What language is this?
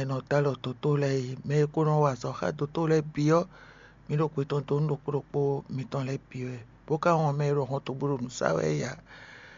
Fon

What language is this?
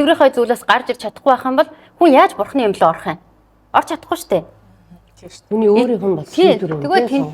Mongolian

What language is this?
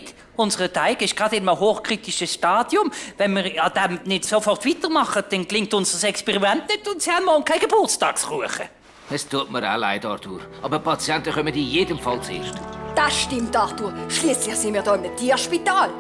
Swiss German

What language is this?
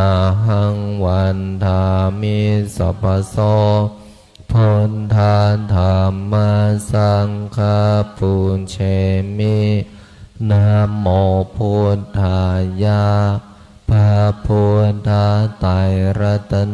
Pali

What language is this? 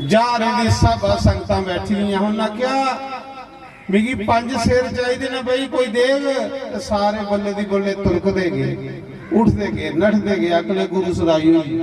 Dogri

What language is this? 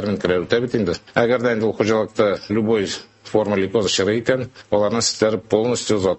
Tatar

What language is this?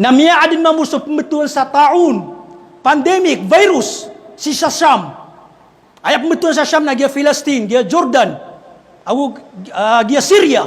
Maranao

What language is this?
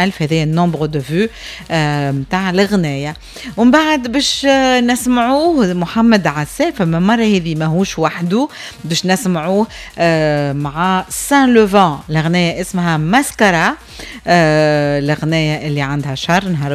Tunisian Arabic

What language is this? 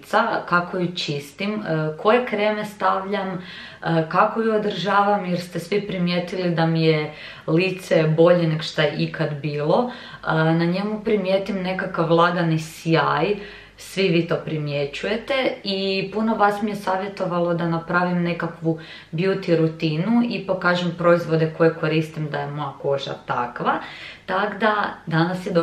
Croatian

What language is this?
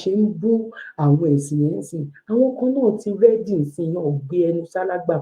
Yoruba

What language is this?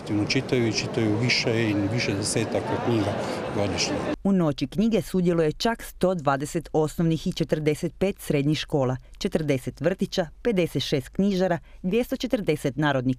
Croatian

